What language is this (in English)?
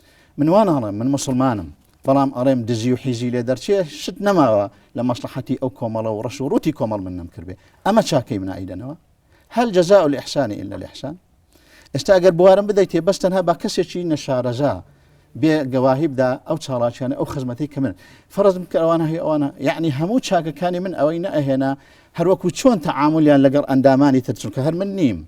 Central Kurdish